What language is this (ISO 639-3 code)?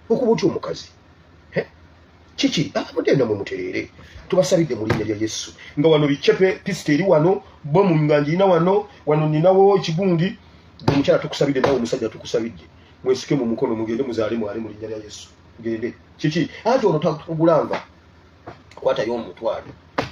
lug